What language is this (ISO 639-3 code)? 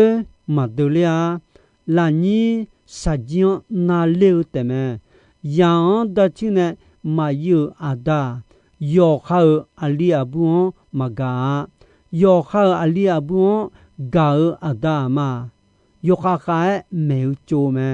ahk